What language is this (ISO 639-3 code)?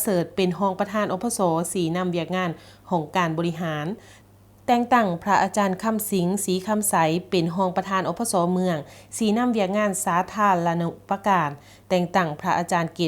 lao